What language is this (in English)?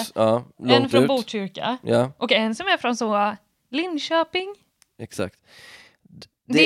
Swedish